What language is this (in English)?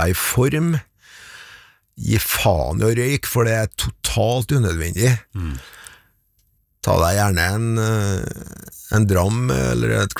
Norwegian